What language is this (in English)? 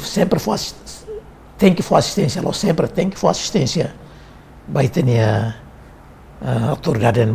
Tetum